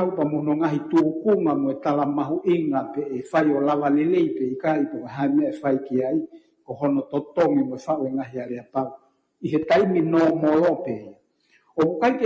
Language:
Tongan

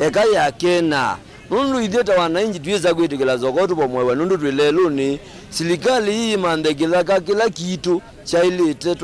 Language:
Kamba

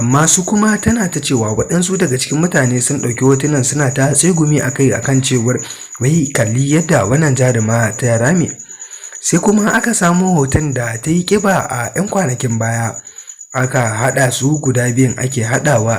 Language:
Hausa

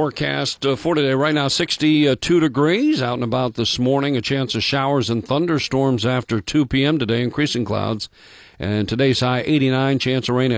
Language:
English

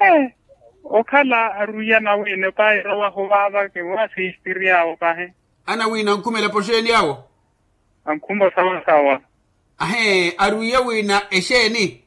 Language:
Makhuwa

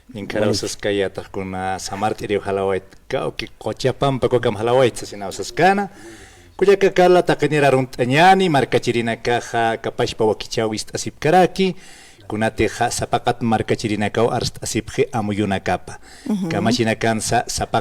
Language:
Aymara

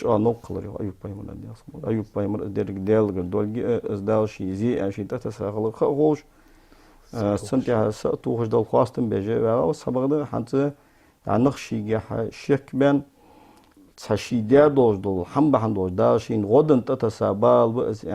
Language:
Ingush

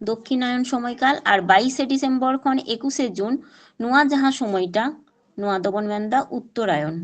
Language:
Santali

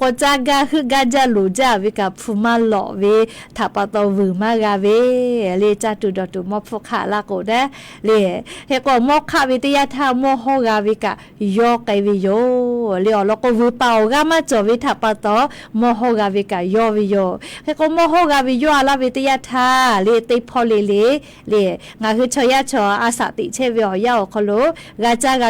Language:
Lahu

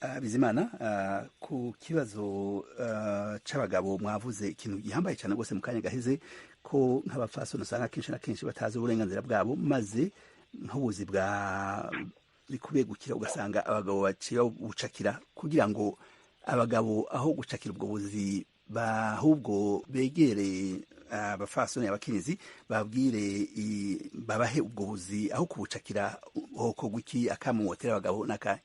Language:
Rundi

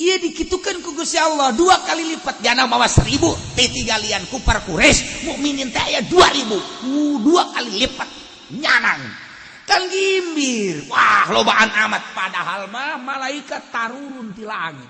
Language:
Sundanese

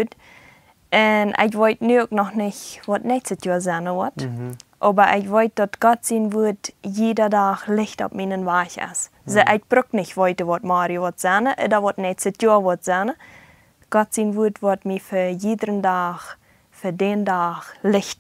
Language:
Plautdietsch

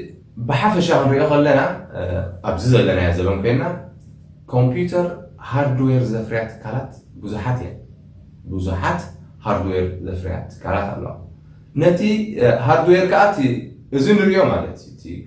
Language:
Tigrinya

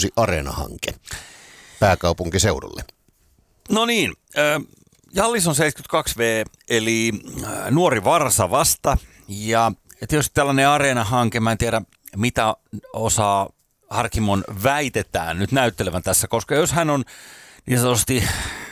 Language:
Finnish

